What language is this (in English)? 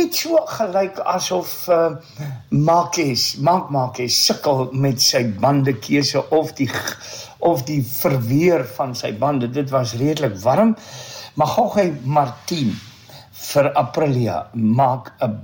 Afrikaans